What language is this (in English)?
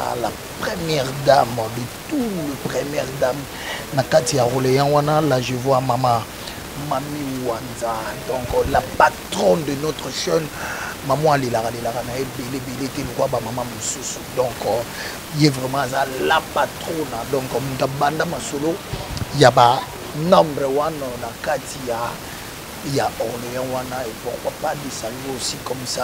Lingala